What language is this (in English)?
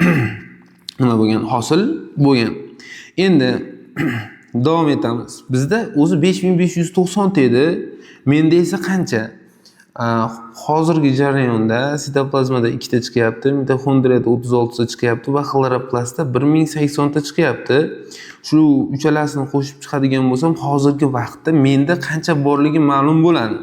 Uzbek